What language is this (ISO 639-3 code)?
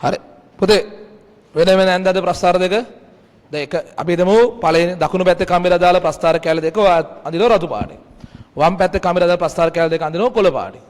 sin